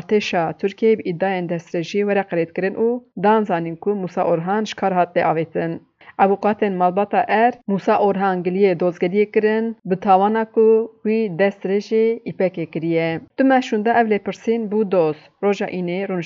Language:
Kurdish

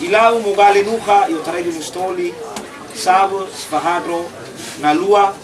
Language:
Nias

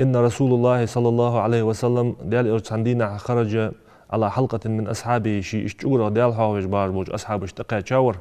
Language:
Ingush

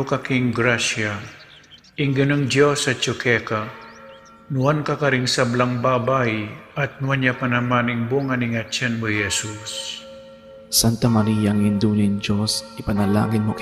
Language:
Pampanga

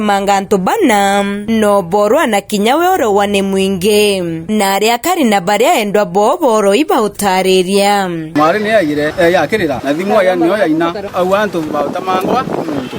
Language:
Meru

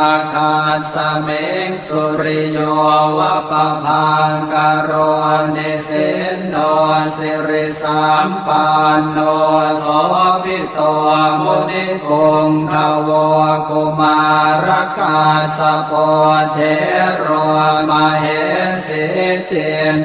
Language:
Pali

